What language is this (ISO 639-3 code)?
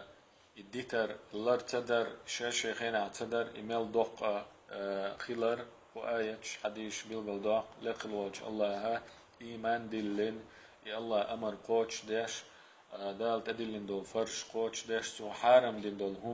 che